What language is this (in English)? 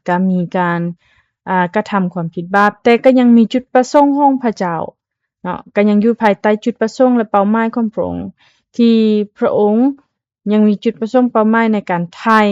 Lao